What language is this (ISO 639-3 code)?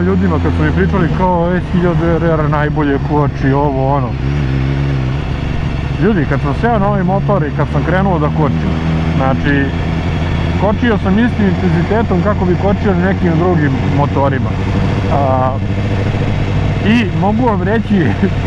srp